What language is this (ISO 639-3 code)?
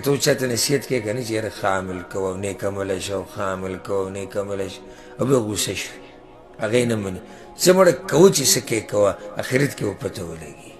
pus